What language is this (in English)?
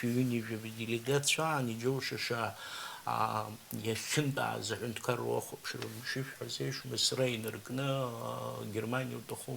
Abkhazian